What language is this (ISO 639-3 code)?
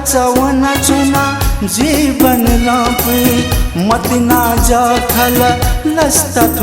new